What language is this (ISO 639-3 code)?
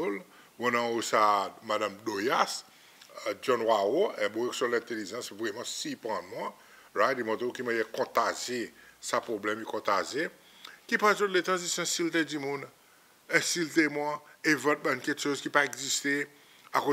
crs